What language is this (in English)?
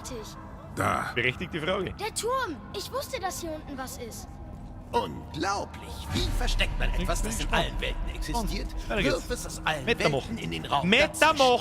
Bavarian